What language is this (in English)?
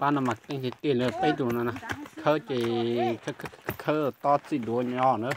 Hmong